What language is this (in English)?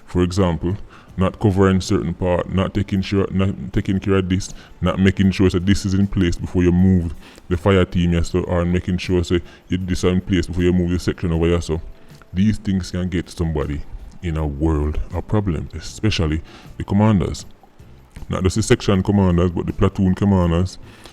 Jamaican Creole English